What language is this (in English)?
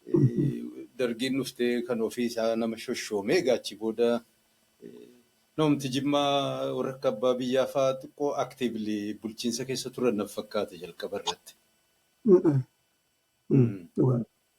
Oromo